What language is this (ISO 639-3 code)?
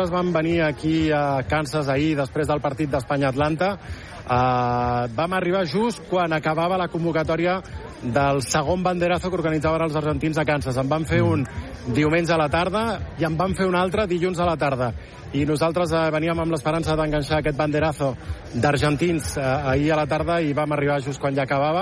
cat